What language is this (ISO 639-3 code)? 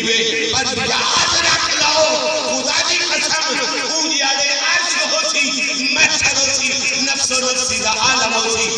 skr